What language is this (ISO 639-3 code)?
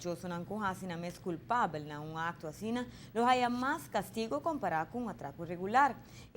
pap